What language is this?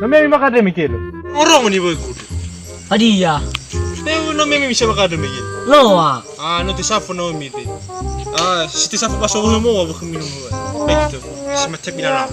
Nias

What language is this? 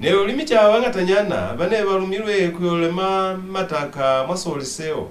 Lozi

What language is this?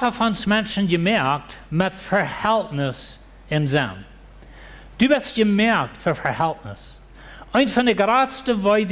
Plautdietsch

